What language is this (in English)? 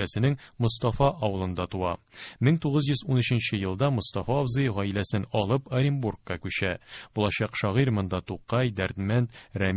Tatar